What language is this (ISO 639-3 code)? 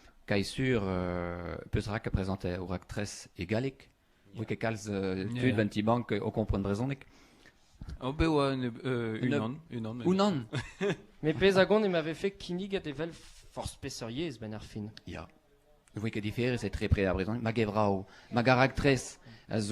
bre